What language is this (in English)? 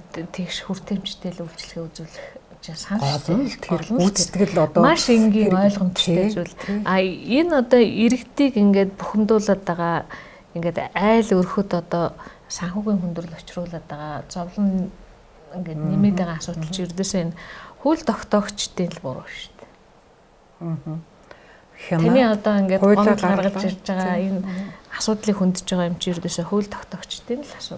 Mongolian